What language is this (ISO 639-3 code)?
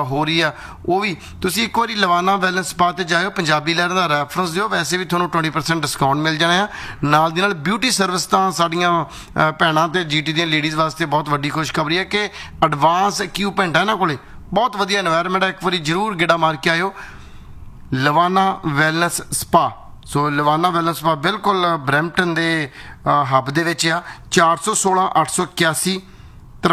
pan